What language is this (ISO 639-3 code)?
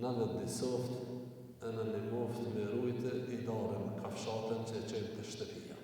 sqi